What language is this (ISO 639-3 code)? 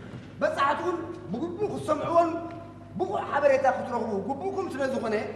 tir